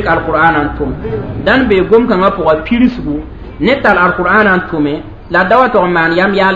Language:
Mossi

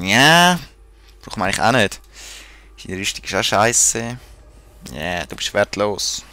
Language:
Swiss German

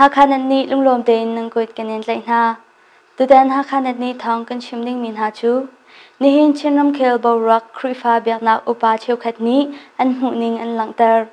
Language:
Hakha Chin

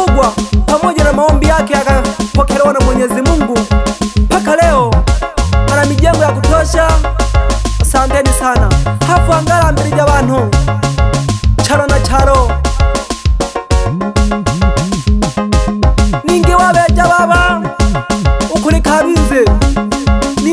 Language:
Swahili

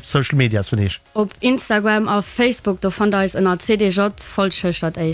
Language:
Luxembourgish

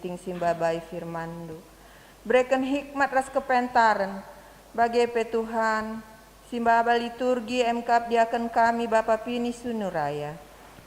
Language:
Batak Karo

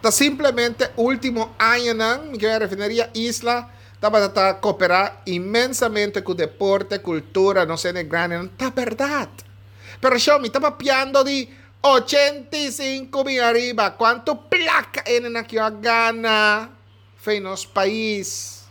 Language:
Papiamento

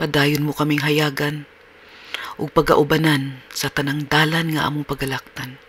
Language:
Cebuano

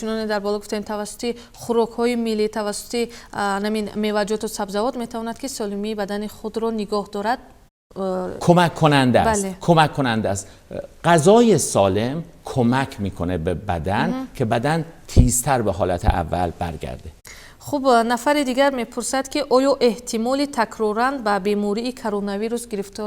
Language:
Persian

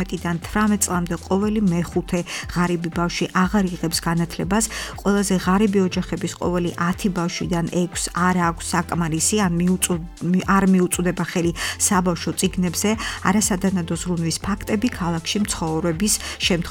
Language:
Georgian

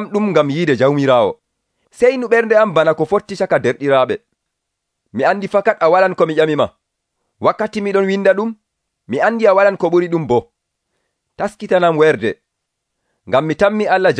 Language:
Nigerian Fulfulde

